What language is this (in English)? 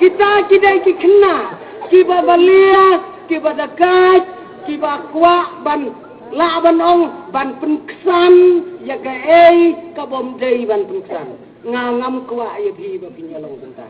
Khasi